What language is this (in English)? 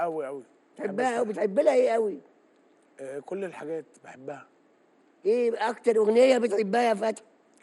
Egyptian Arabic